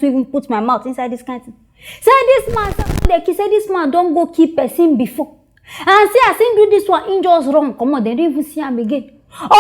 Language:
Nigerian Pidgin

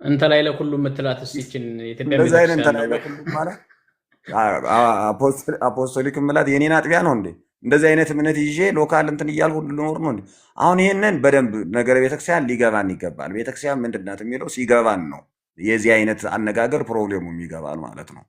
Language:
Amharic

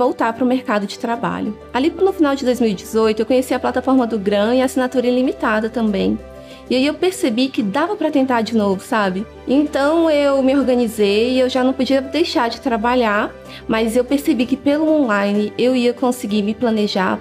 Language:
Portuguese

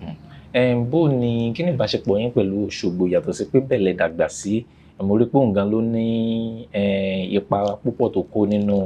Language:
Yoruba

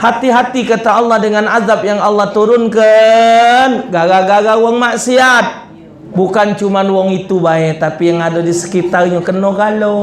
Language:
Musi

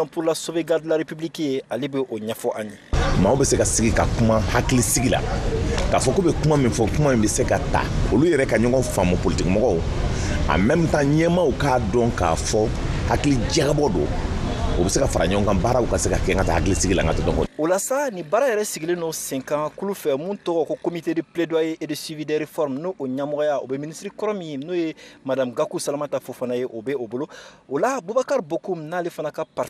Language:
Bambara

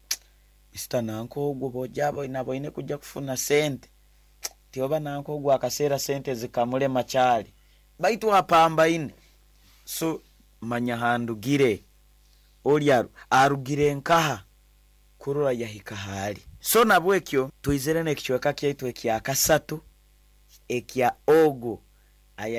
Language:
Nyoro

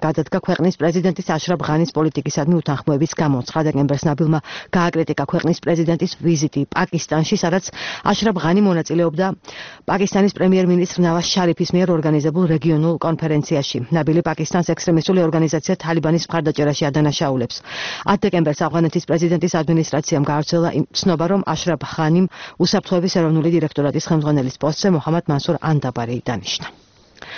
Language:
Georgian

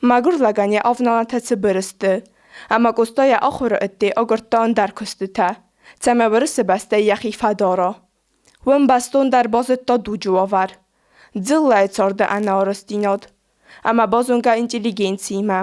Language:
Ossetic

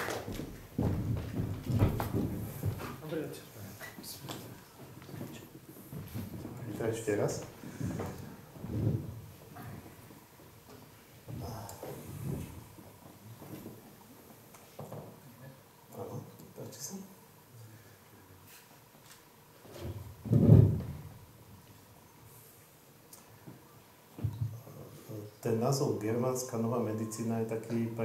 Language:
Slovak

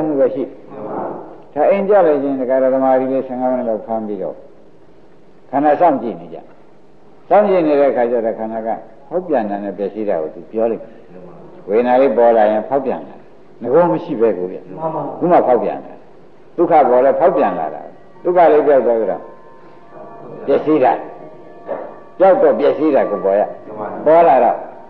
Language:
Burmese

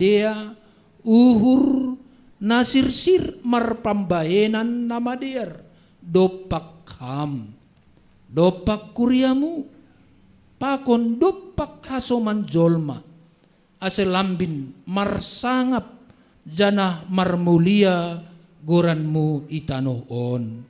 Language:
Batak Simalungun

